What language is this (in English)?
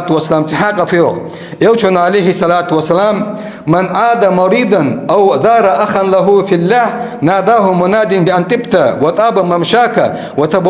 Ingush